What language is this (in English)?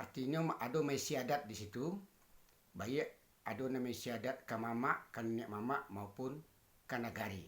Minangkabau